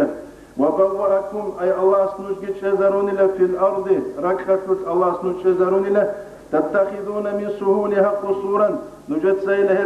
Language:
Avaric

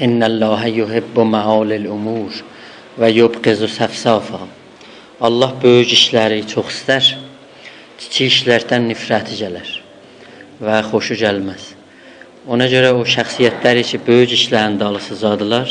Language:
South Azerbaijani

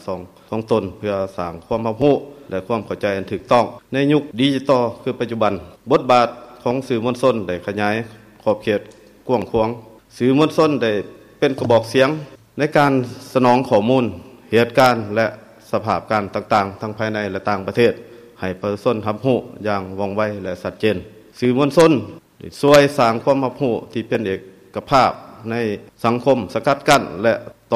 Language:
Lao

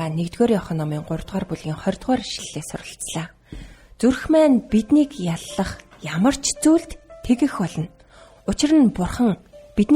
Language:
Mongolian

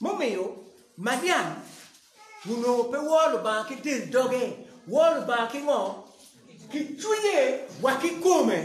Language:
Acoli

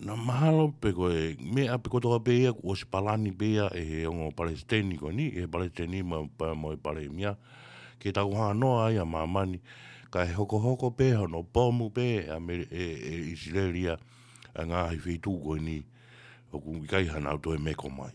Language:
Tongan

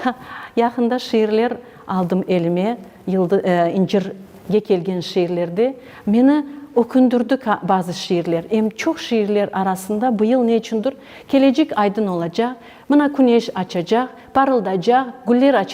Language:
Crimean Tatar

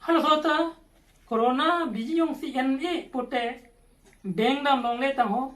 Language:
Karbi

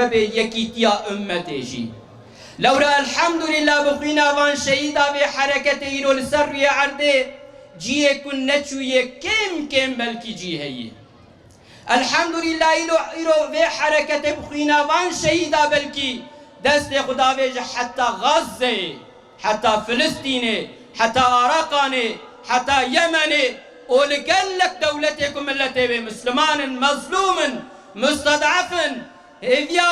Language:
Kurdish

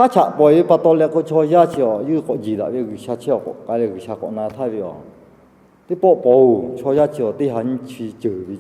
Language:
Lahu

